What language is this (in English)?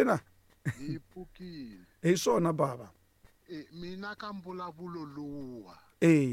Tsonga